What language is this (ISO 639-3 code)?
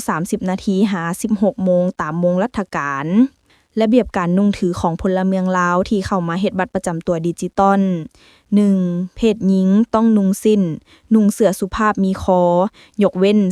lao